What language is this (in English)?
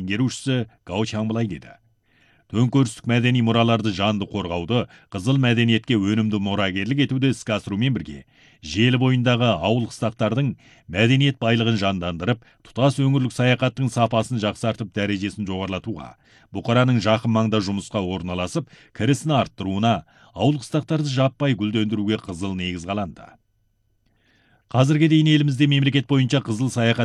Kazakh